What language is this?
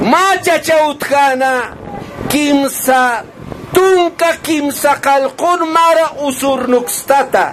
Aymara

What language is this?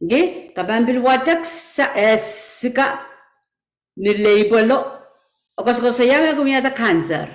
Pohnpeian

